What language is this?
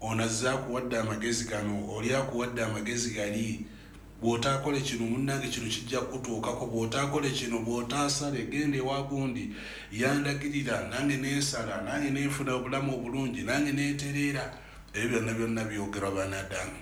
Ganda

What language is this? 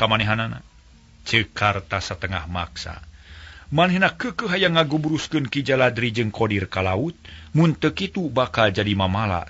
Sundanese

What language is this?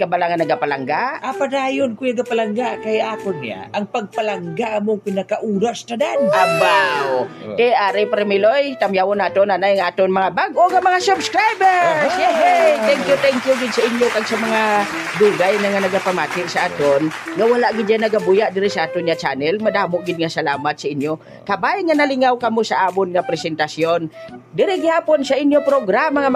Hiligaynon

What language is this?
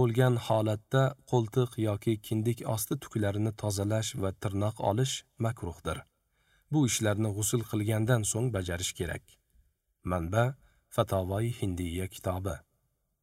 Uzbek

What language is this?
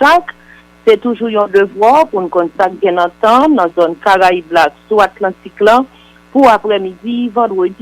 Haitian Creole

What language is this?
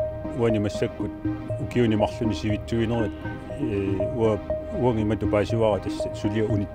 Kalaallisut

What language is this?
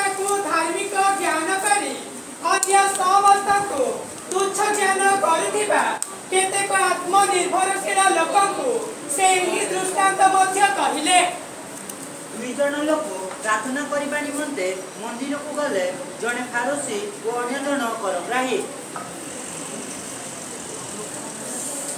Odia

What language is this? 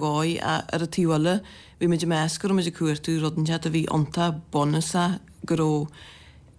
Irish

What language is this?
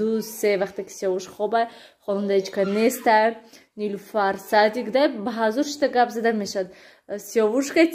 Tajik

